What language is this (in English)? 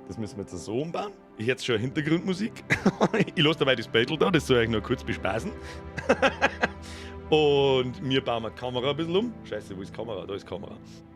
Bavarian